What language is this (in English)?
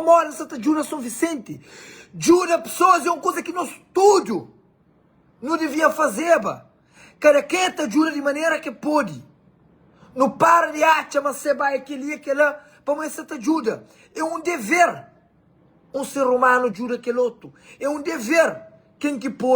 Kabuverdianu